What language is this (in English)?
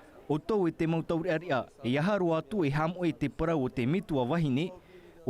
Tahitian